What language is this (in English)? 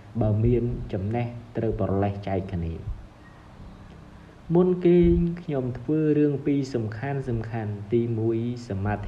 Khmer